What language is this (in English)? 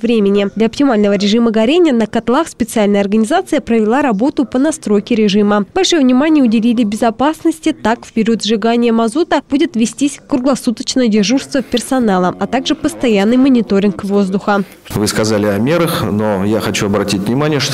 Russian